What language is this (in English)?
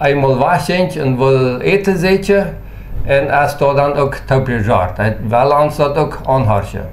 Plautdietsch